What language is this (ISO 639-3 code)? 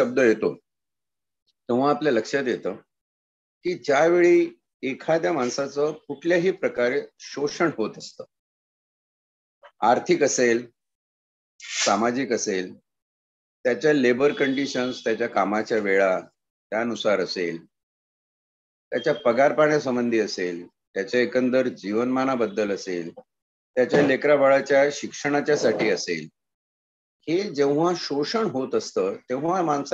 mar